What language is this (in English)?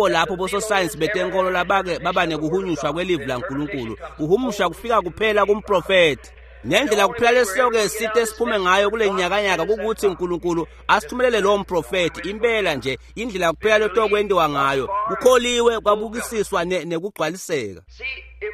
Swati